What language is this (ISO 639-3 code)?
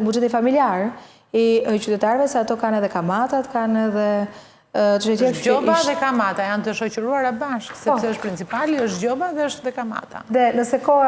sqi